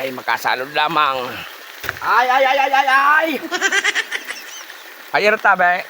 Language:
Bikol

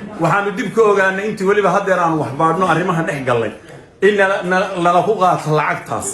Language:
Somali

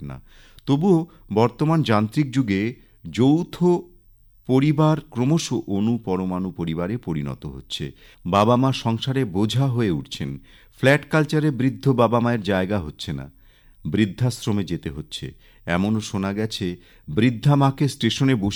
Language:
Bangla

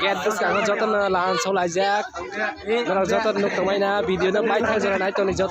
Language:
Kok Borok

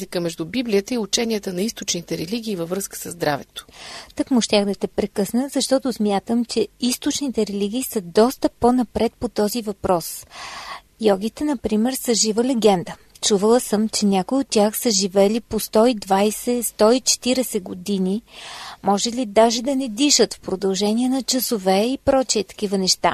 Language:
Bulgarian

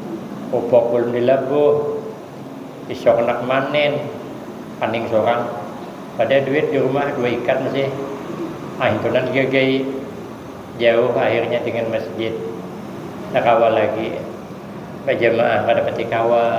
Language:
Banjar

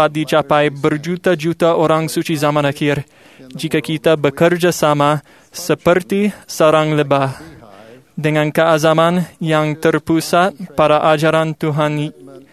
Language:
Malay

